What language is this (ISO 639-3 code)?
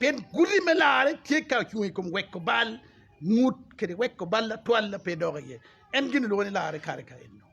ach